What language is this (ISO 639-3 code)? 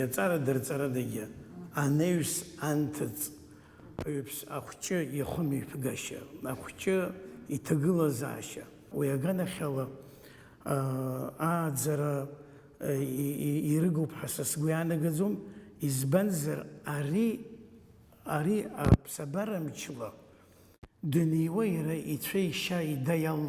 abk